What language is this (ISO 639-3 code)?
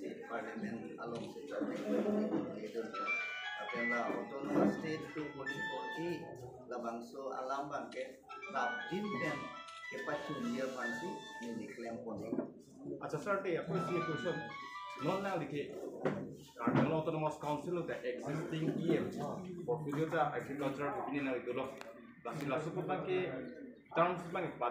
mjw